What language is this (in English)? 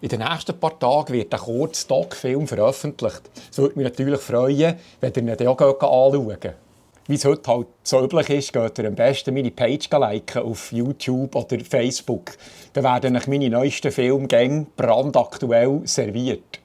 Swiss German